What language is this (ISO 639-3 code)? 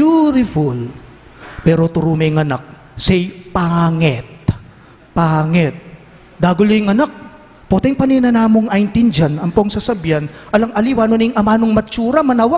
pam